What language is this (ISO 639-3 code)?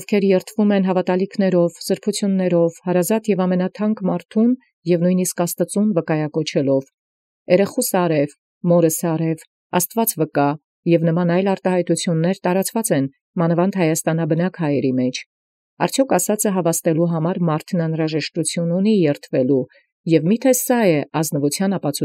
hye